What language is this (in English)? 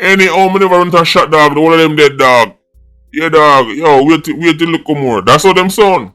Jamaican Creole English